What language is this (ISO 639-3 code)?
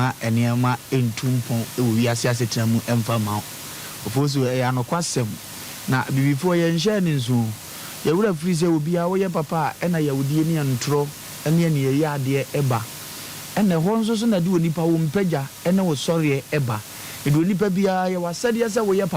aka